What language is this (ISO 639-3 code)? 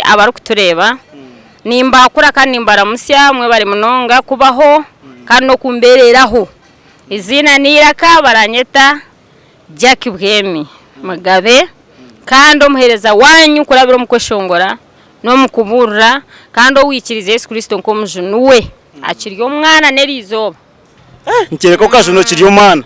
nyn